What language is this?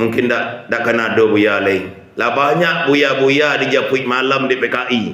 Minangkabau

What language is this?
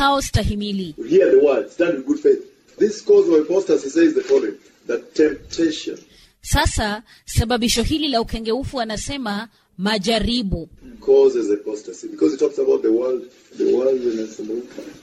Swahili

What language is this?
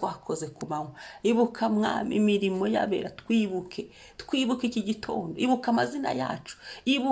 Kinyarwanda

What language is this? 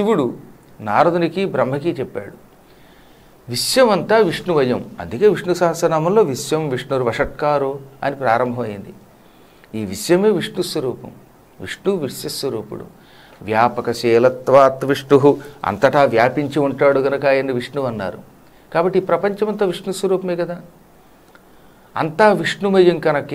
Telugu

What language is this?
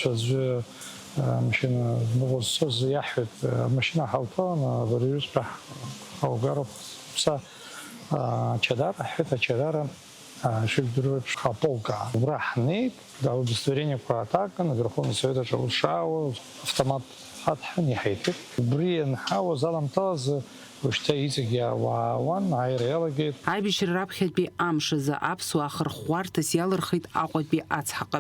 Abkhazian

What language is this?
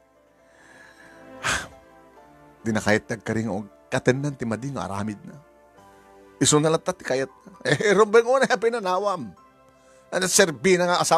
Iloko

